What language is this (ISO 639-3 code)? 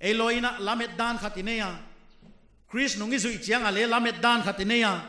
pck